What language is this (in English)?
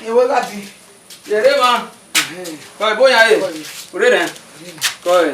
Bini